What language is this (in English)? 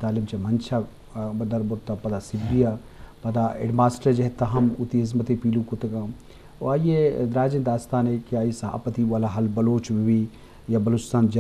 Eastern Balochi